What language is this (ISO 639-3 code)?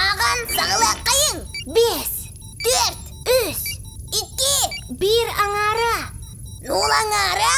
sah